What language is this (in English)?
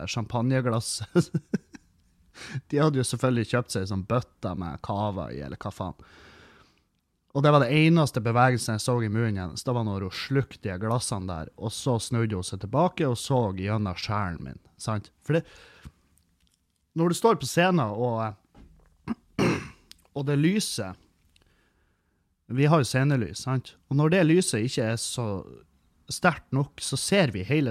Norwegian